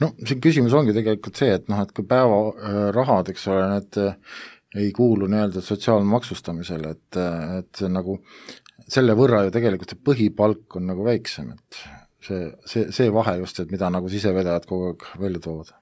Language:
Estonian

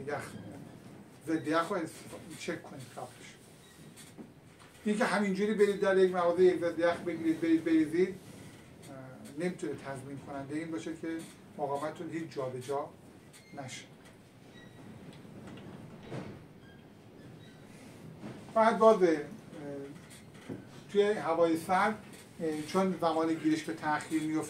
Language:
Persian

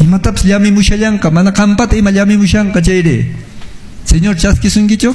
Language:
Quechua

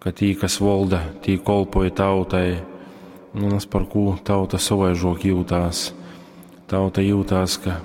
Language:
Latgalian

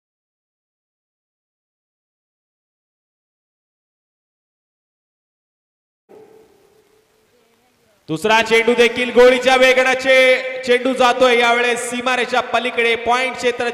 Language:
Marathi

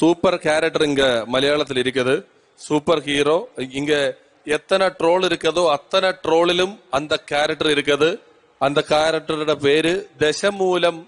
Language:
Malayalam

